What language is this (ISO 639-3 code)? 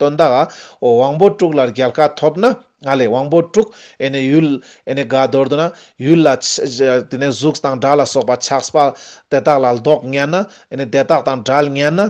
lbj